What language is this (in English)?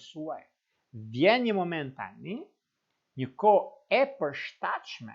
Albanian